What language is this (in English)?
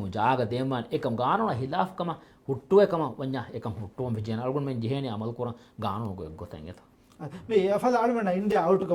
Divehi